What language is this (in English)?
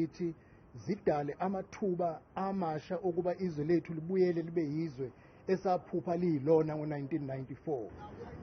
Zulu